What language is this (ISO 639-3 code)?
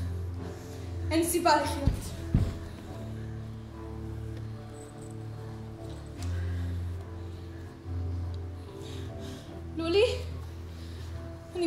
heb